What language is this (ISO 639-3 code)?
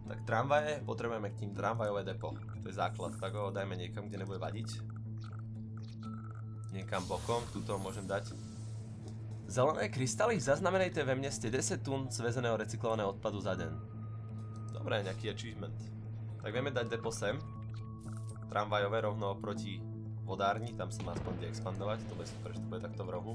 slk